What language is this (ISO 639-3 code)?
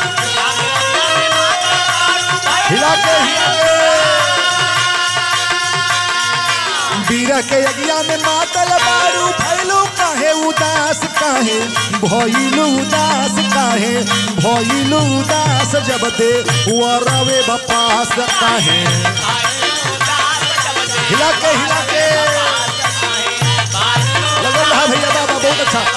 bho